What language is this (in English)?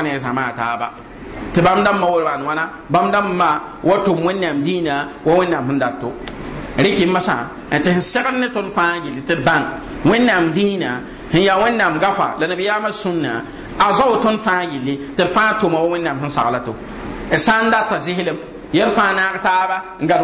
Mossi